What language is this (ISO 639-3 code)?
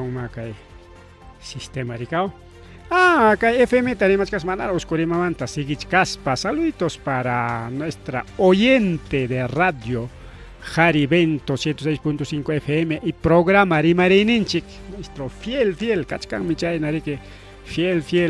quy